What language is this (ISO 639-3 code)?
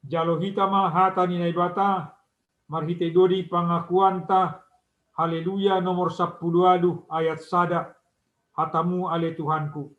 bts